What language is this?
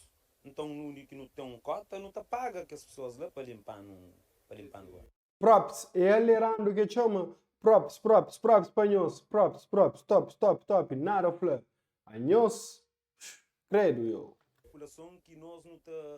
Kabuverdianu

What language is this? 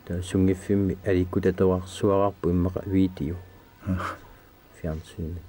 Kalaallisut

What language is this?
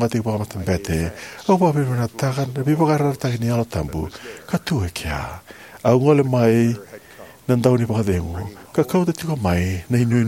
Fijian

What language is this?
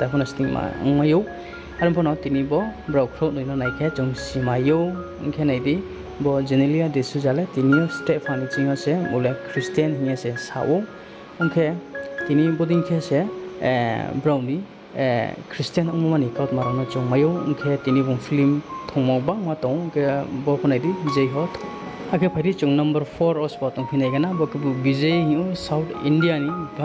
Riang (India)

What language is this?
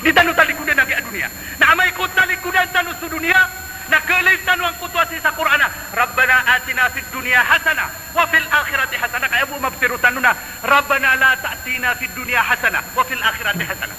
Maranao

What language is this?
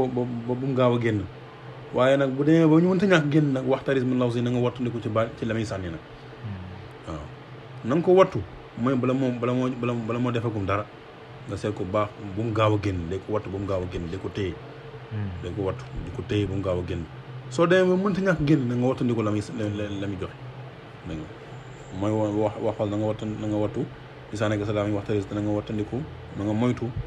Wolof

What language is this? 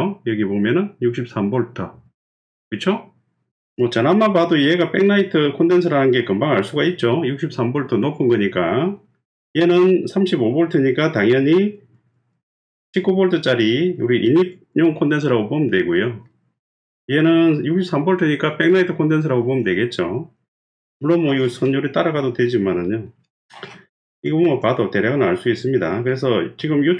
Korean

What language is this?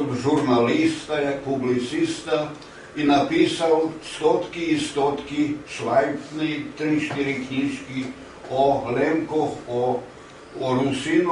Rusyn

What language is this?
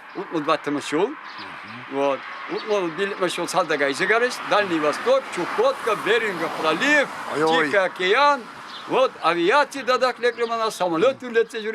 Chuvash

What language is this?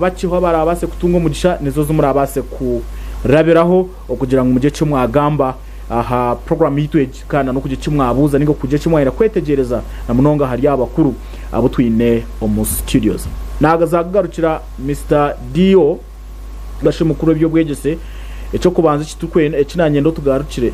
Nyankole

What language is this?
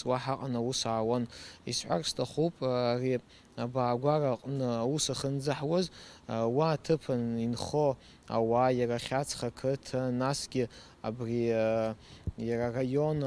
Abkhazian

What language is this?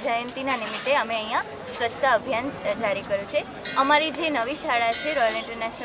Gujarati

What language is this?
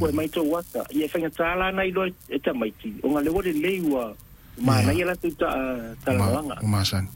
Samoan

